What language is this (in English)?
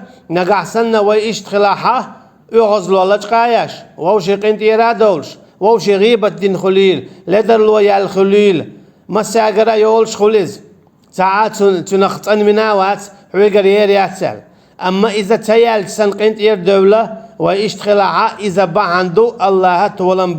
Chechen